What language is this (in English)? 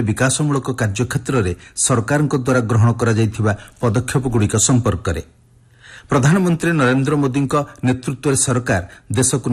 Odia